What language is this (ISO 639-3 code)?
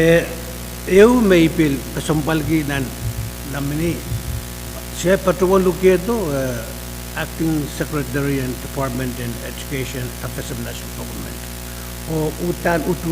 pon